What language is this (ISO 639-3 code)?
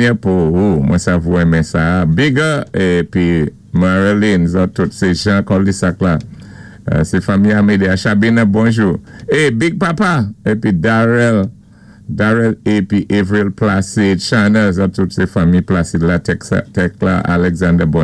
acf